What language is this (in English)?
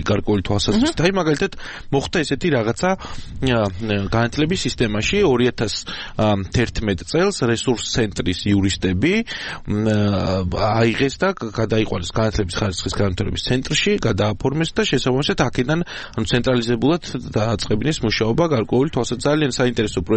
Georgian